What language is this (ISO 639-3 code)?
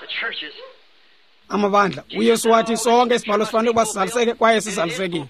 xho